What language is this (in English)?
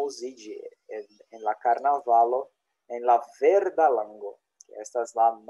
Esperanto